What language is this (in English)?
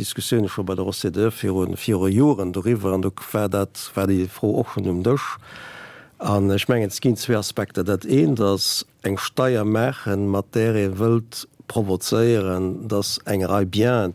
Luxembourgish